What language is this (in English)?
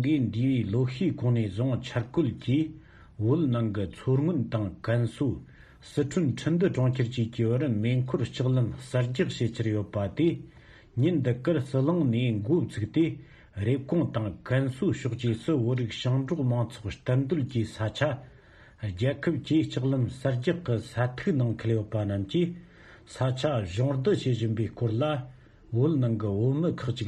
Tibetan